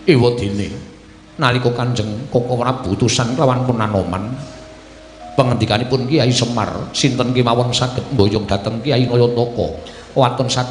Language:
Javanese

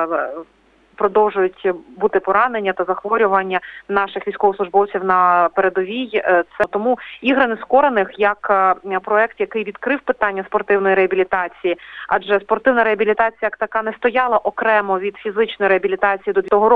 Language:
Ukrainian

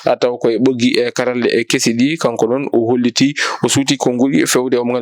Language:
Fula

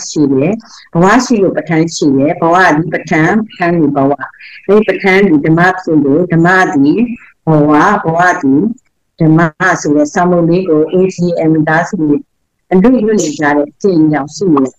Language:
Burmese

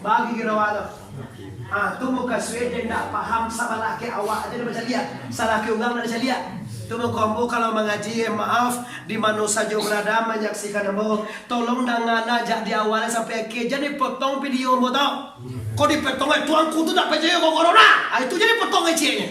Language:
Minangkabau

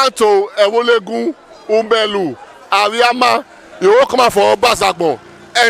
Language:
Nigerian Pidgin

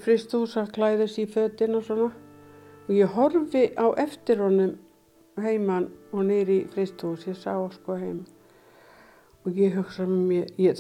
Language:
Icelandic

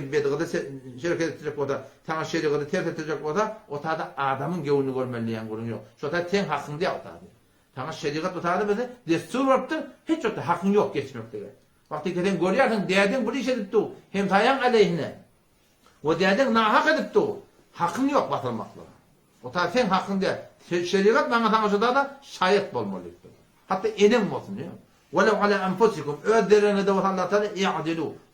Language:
Turkmen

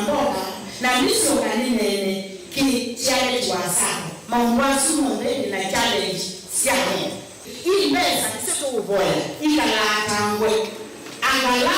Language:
Kamba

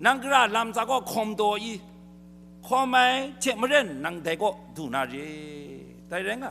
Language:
Kachin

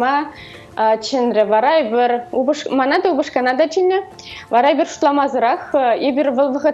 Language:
Chuvash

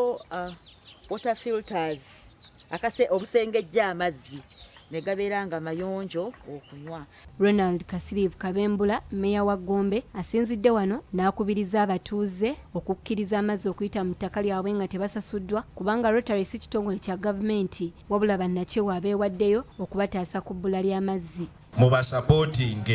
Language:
Ganda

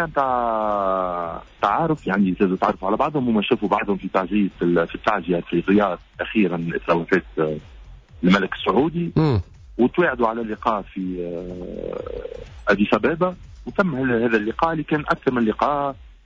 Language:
Tunisian Arabic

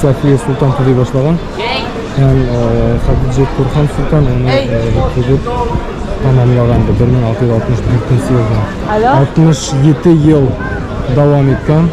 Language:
Bashkir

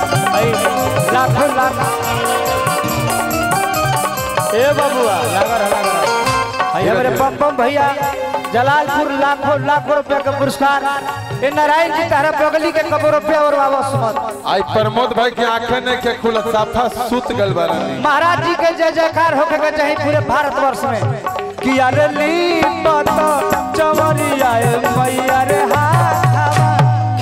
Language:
Bhojpuri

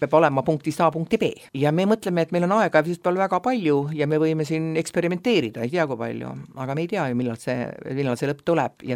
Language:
Estonian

